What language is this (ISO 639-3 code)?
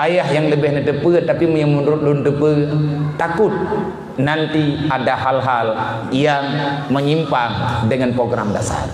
ace